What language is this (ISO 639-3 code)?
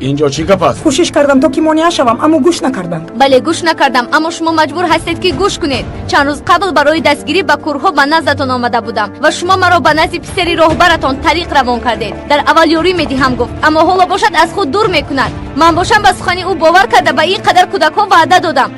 tgk